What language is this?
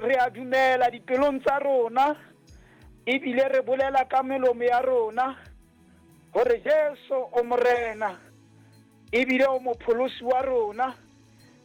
Southern Sotho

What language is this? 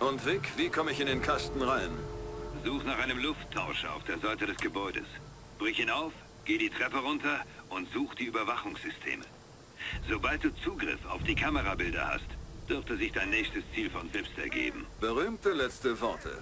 Bavarian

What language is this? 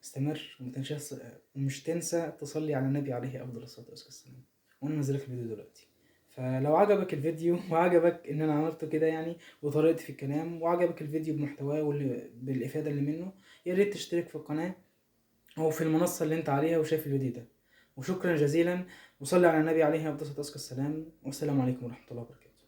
Egyptian Arabic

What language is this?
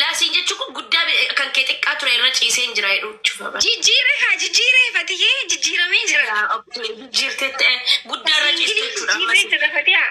Oromo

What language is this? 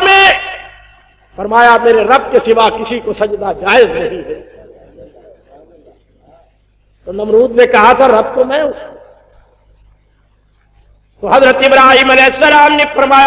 Urdu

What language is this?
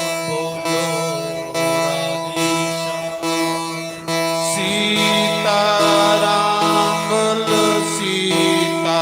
Dogri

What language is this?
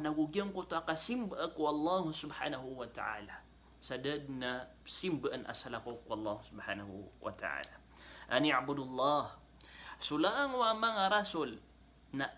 Maranao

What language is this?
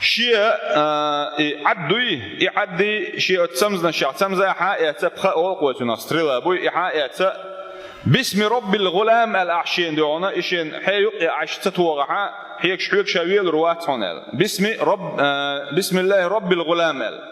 Chechen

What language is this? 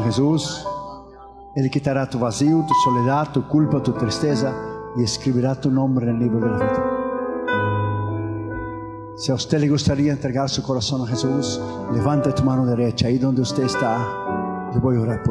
Spanish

